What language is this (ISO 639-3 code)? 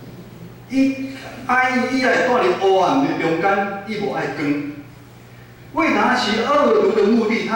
nan